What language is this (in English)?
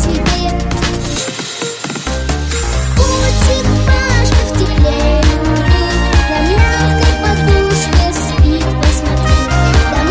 Russian